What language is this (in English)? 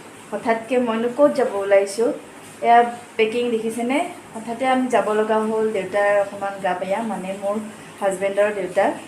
Assamese